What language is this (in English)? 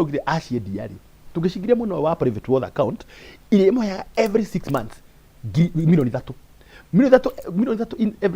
Kikuyu